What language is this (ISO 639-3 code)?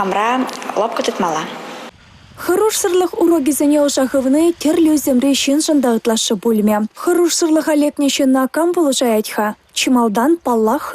chv